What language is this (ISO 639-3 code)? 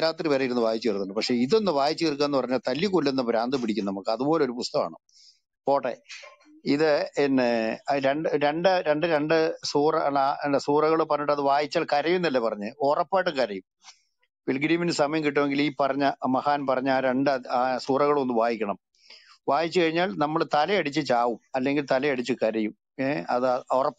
mal